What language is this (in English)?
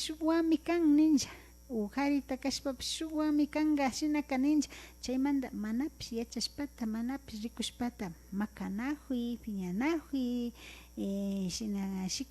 Imbabura Highland Quichua